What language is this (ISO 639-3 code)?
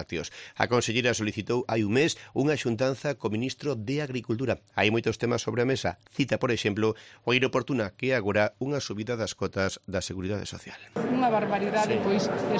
glg